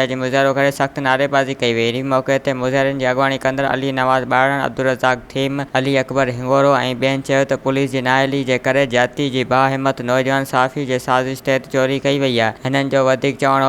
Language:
Sindhi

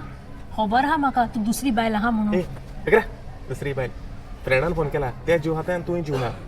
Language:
Konkani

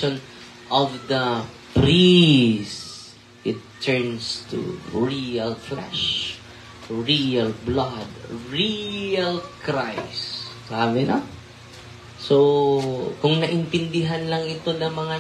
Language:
Filipino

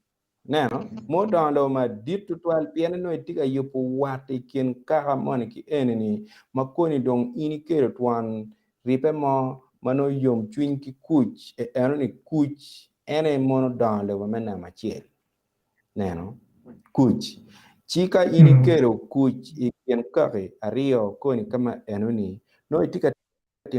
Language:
Acoli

